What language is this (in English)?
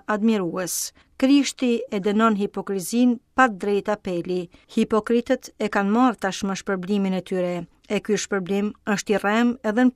Albanian